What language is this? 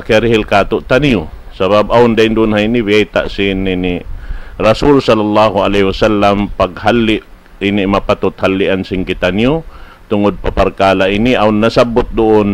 Tausug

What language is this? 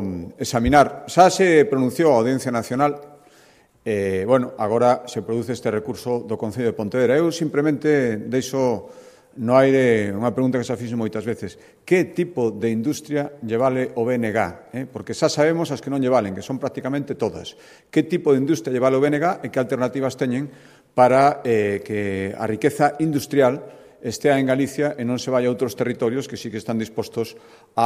Galician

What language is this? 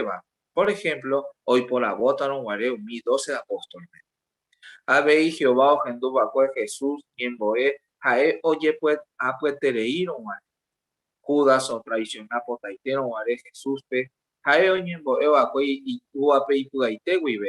Guarani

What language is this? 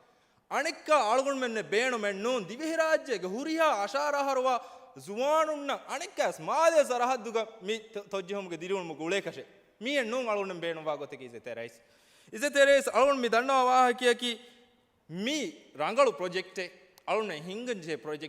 Divehi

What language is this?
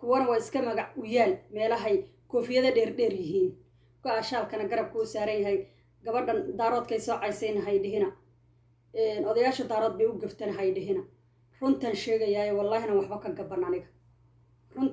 Somali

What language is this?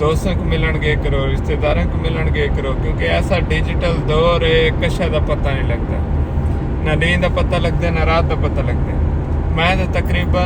Saraiki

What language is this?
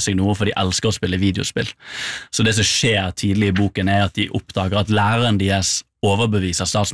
Norwegian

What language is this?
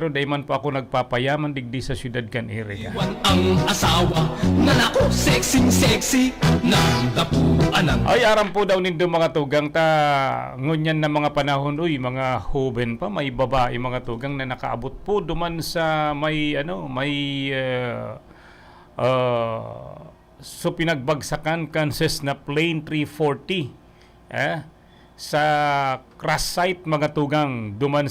Bikol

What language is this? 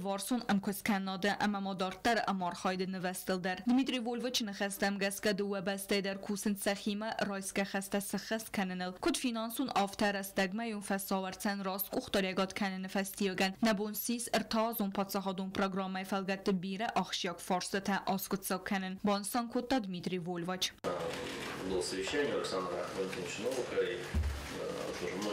Ossetic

